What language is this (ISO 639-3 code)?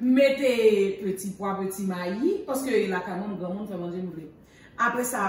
hat